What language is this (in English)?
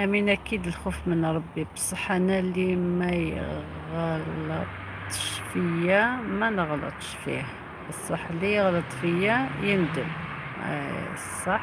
Algerian Arabic